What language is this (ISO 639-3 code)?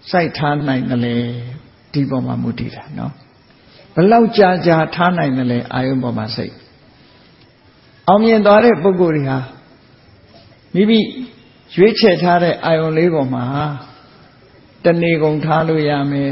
mya